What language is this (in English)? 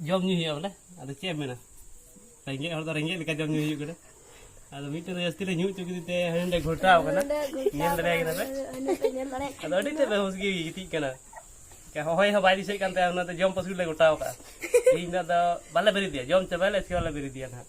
Santali